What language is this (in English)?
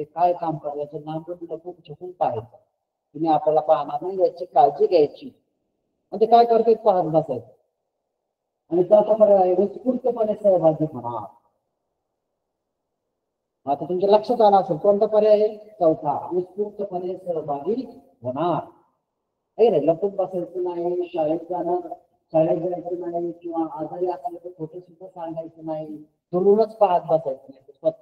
Marathi